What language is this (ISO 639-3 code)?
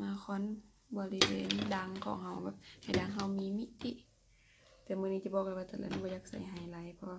lao